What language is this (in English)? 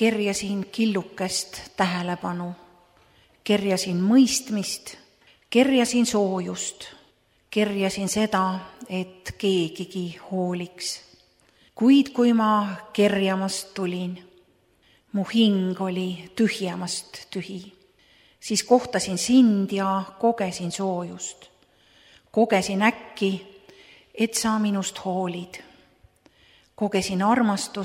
Estonian